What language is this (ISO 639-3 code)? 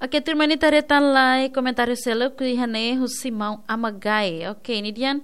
tet